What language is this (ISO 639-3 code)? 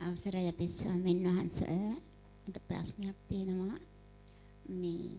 sin